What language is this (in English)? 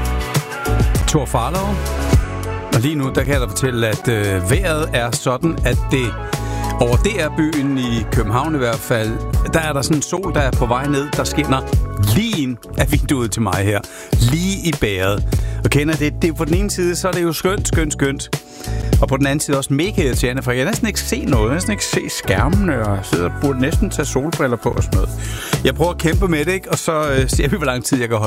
Danish